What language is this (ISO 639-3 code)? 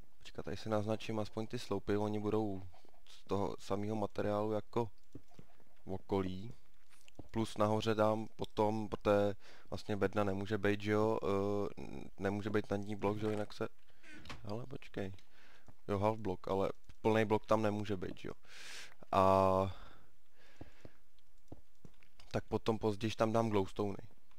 ces